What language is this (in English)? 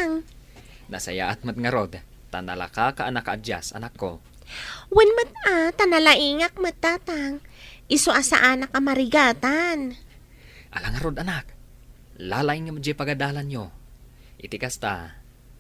Iloko